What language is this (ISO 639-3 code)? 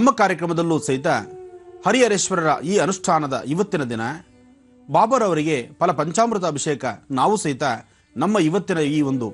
kan